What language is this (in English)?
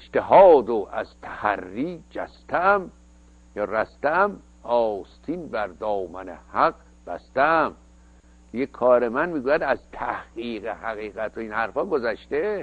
Persian